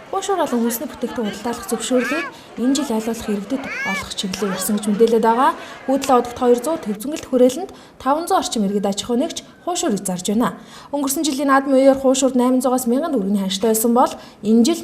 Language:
Mongolian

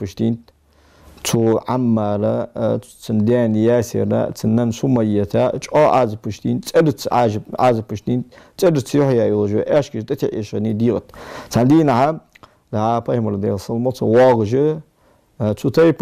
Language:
Ingush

